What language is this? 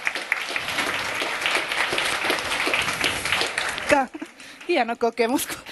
Finnish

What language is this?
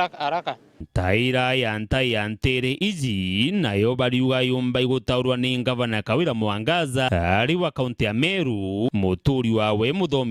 Meru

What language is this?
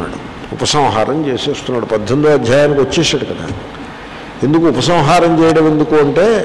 Telugu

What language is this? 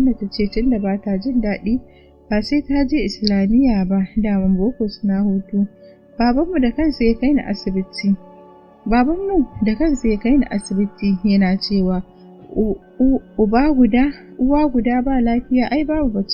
Hausa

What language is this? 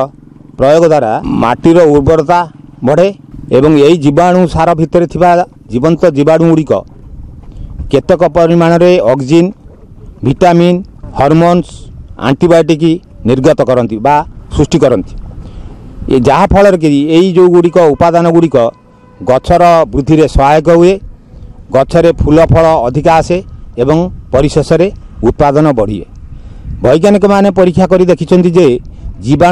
Odia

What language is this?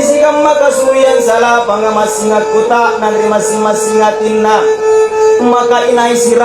Makasar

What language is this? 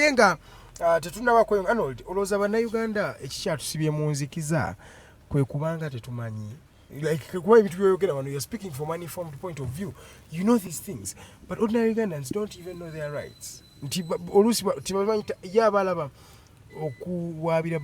Ganda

